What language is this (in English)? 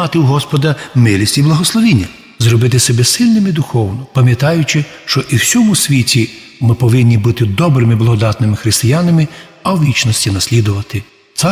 Rusyn